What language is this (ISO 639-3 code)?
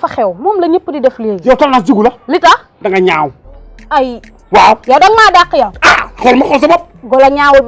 wol